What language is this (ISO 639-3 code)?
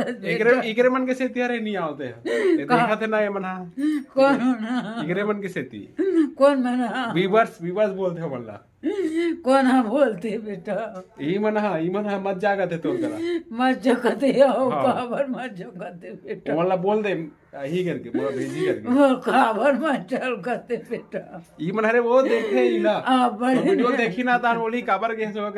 hne